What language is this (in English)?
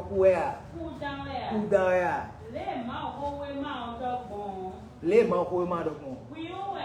Fon